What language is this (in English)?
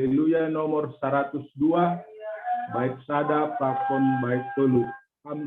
Batak Simalungun